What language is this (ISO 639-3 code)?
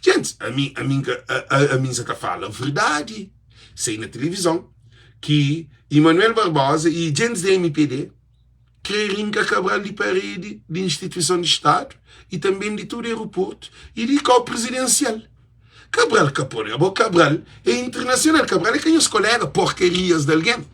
kea